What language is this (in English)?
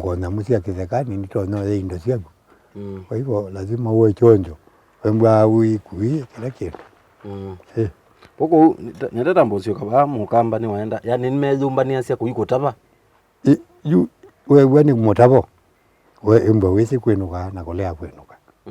Kamba